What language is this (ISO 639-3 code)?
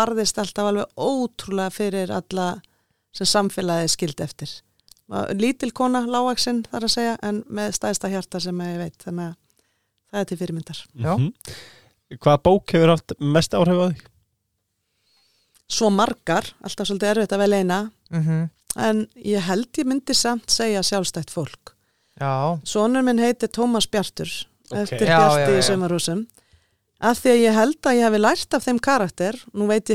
isl